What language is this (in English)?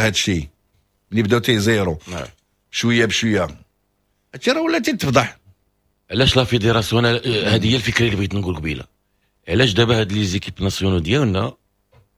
Moroccan Arabic